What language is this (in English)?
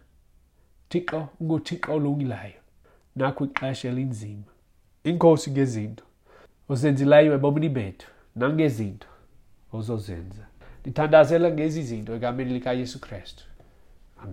Xhosa